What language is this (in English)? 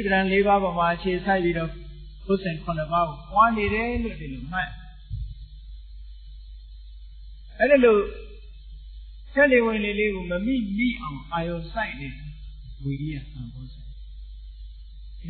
Burmese